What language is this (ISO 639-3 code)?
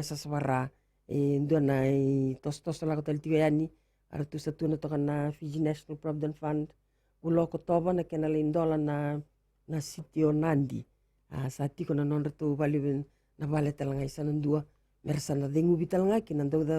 fij